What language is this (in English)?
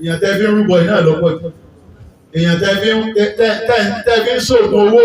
Yoruba